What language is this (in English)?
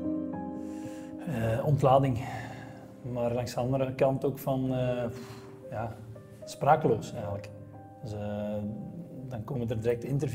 Dutch